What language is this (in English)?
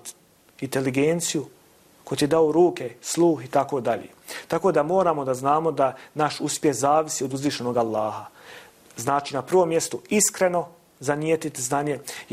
Bosnian